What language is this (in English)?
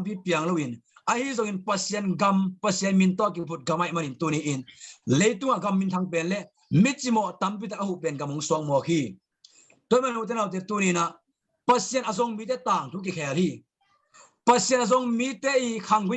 Tedim Chin